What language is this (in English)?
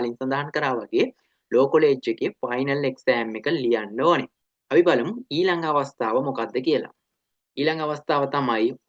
Sinhala